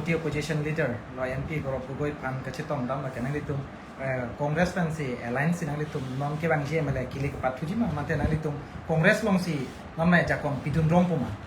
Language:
Karbi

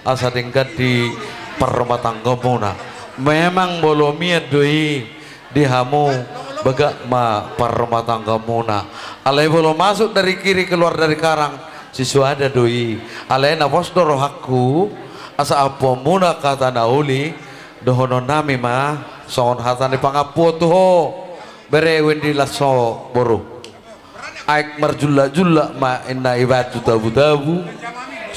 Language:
Batak Toba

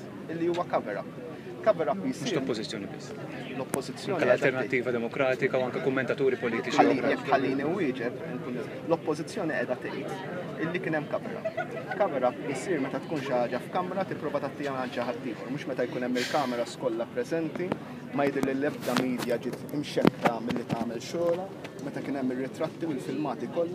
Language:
Maltese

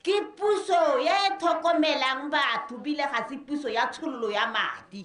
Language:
Tswana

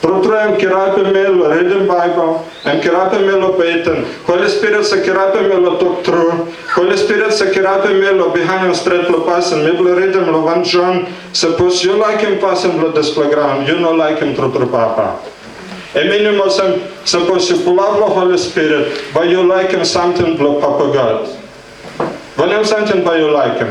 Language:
Tok Pisin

